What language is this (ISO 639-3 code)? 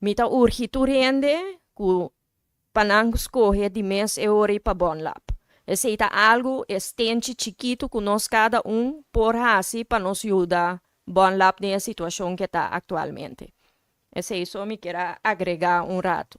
pap